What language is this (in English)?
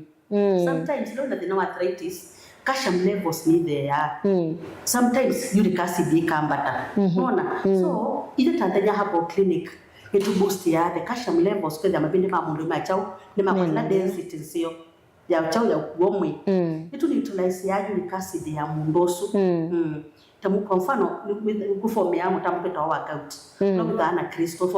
Kamba